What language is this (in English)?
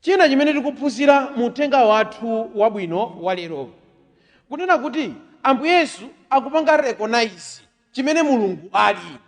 Nyanja